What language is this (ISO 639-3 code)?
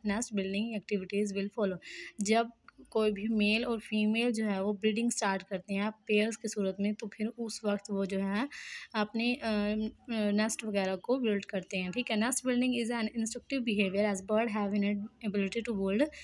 hin